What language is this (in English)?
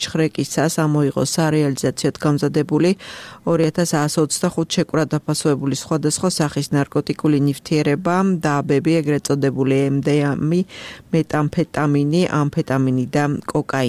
Georgian